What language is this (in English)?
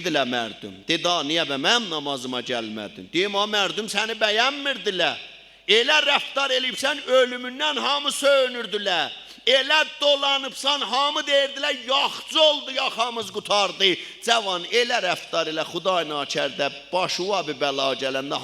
South Azerbaijani